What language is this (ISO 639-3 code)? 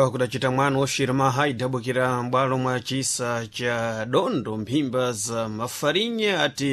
seh